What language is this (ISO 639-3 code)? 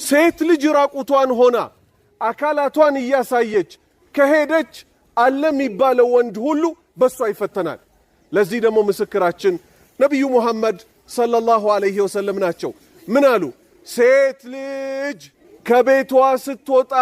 amh